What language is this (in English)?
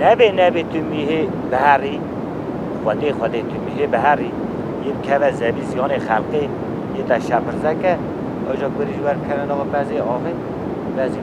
Kurdish